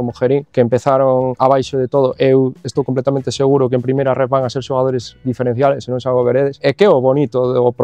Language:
Galician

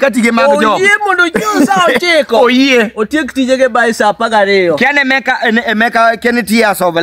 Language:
Luo (Kenya and Tanzania)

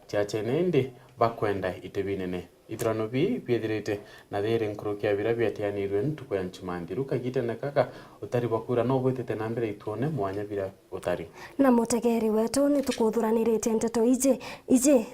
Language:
Meru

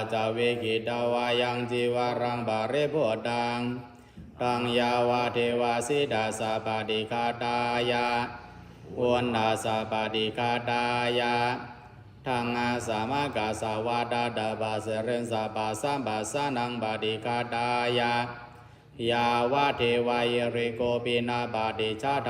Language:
Pali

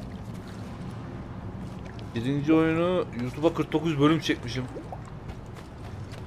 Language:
Turkish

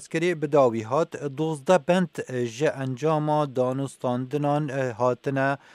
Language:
Kurdish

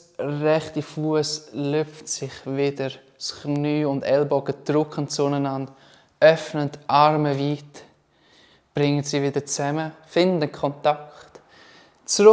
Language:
Swiss German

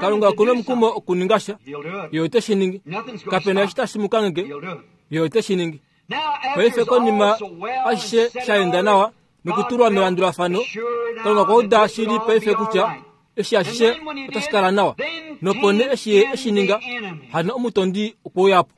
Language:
Kuanyama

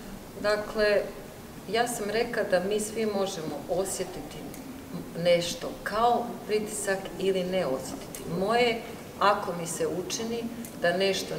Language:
Croatian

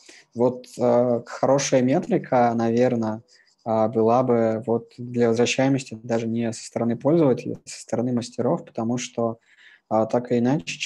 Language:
Russian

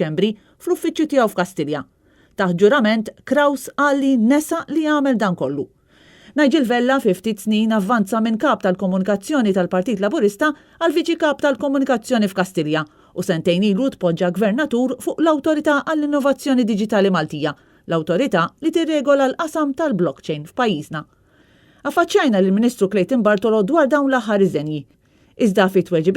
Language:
Maltese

